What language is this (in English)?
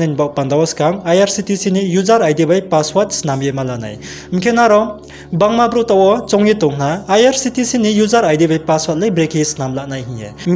Riang (India)